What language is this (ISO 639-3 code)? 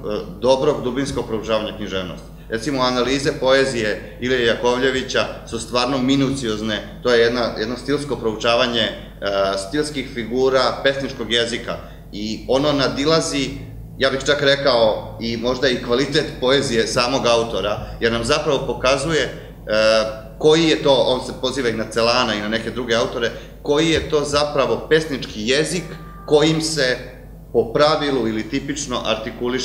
srp